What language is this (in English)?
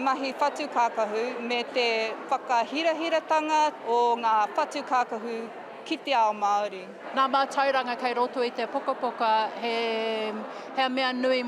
Māori